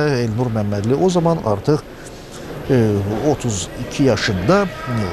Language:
Azerbaijani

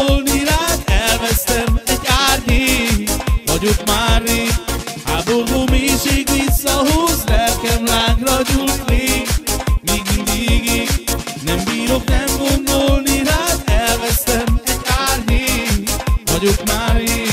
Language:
Hungarian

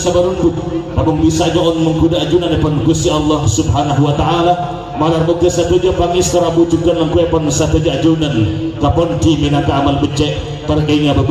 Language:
Madurese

